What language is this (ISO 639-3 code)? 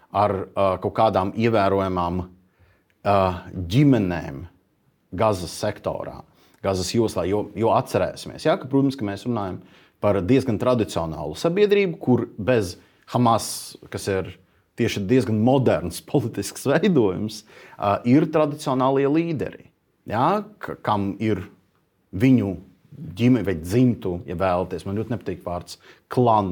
lav